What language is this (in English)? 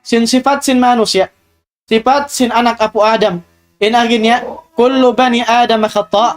Tausug